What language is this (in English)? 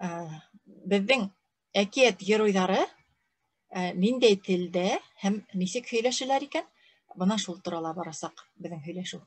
Bashkir